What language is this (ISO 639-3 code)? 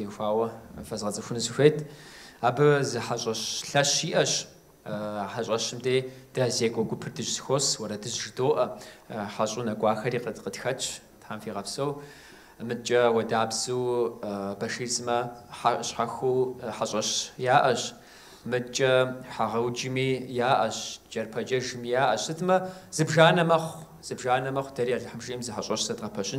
kbd